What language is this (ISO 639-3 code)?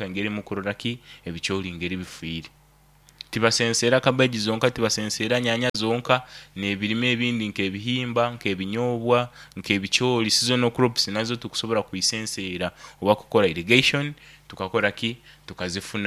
nyo